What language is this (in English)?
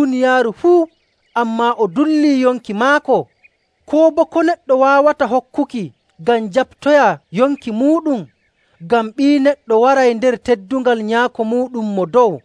Nigerian Fulfulde